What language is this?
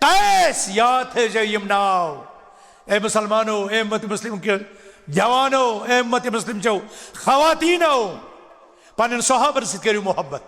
Kashmiri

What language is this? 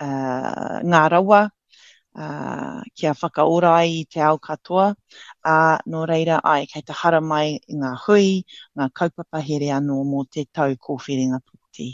Māori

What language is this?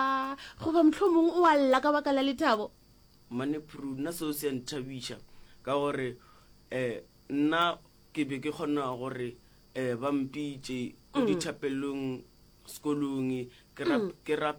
Northern Sotho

